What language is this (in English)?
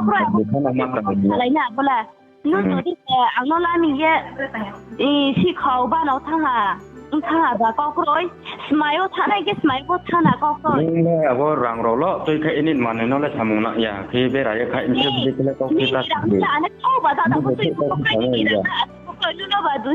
Riang (India)